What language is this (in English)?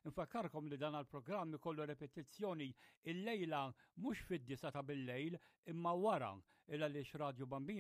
Maltese